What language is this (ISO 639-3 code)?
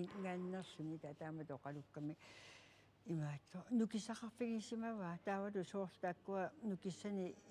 kal